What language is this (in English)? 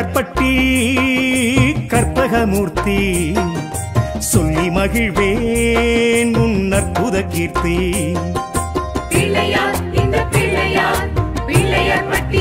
Tamil